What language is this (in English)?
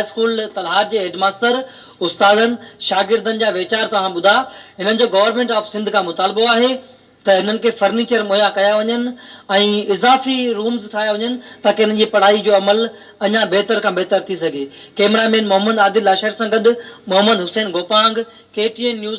Sindhi